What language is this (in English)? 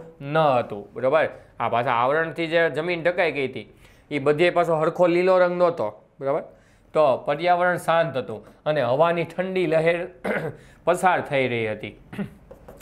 Gujarati